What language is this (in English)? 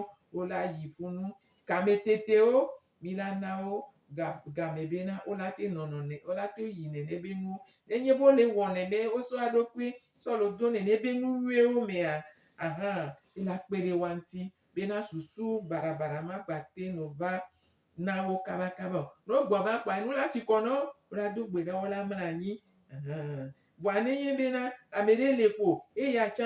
Gen